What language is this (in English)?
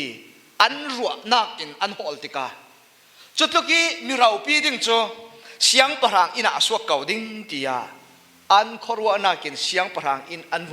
Falam Chin